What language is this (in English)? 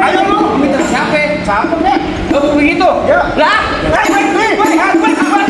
Betawi